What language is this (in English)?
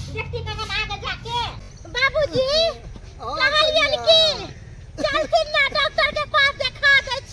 Maithili